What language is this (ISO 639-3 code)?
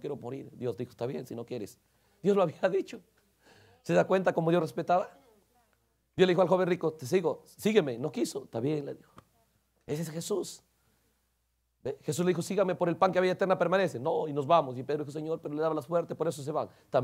spa